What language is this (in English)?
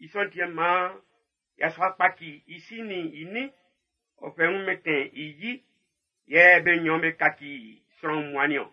Baoulé